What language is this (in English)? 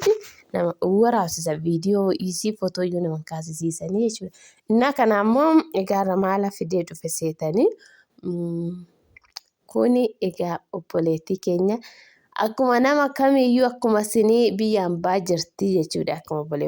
Oromo